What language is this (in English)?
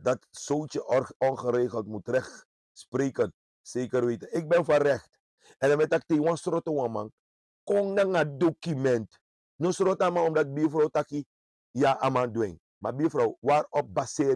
Sranan Tongo